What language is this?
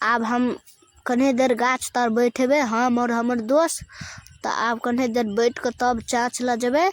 Maithili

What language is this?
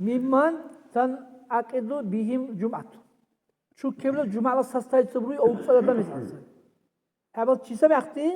Dargwa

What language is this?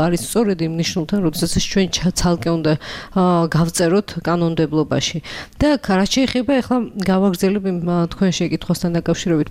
Georgian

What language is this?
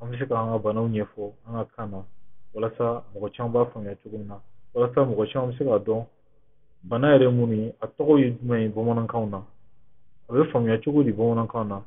Bambara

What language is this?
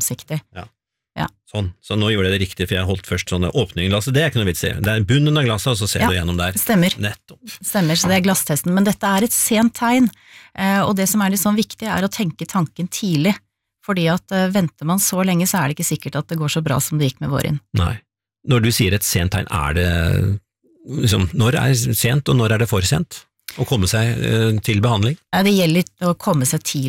Norwegian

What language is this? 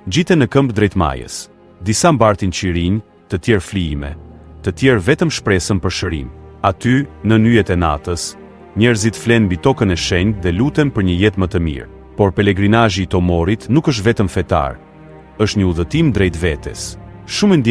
Albanian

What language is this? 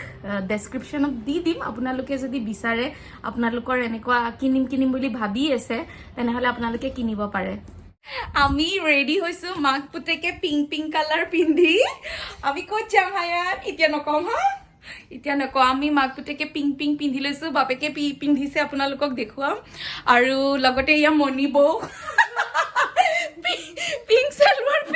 Assamese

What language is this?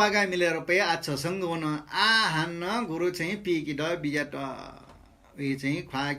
Newari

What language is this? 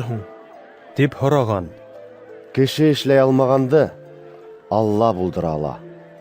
Bashkir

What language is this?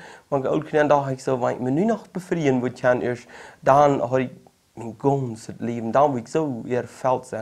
Plautdietsch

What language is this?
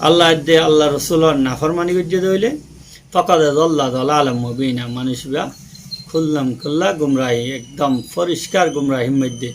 Rohingya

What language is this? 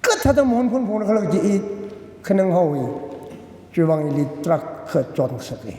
Tangkhul Naga (India)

